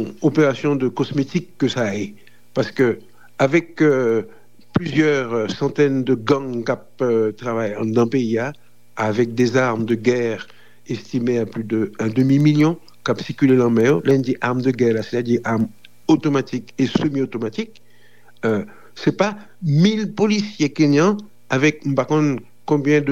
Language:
Haitian Creole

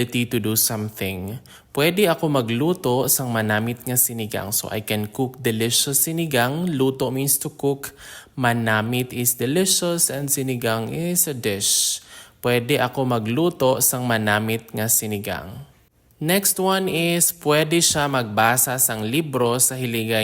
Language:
Hiligaynon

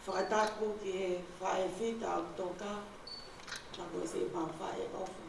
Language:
Tongan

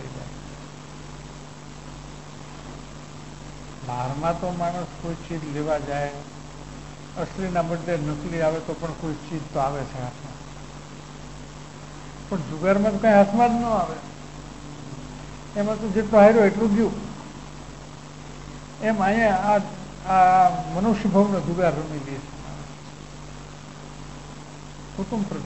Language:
Gujarati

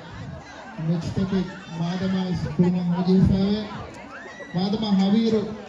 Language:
Divehi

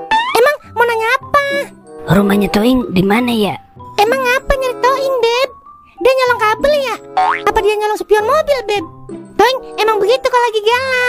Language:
Betawi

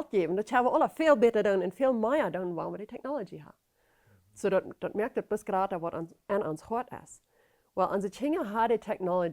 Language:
Plautdietsch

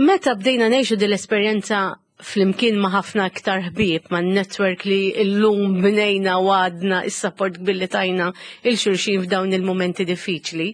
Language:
Maltese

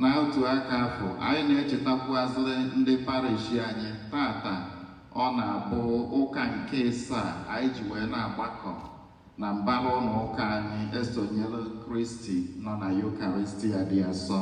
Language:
Igbo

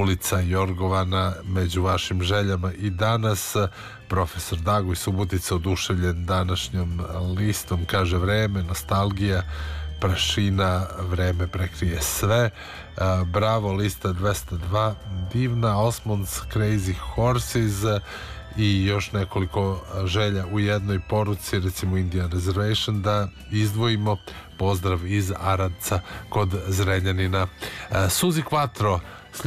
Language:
Serbian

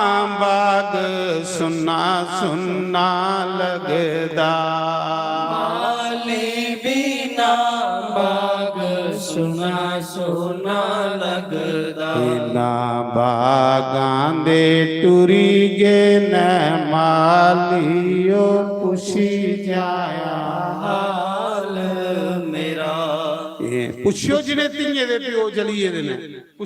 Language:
Dogri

